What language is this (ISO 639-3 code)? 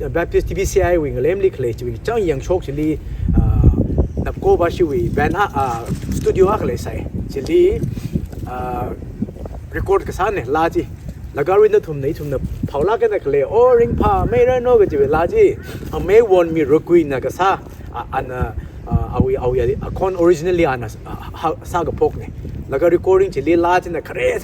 nmf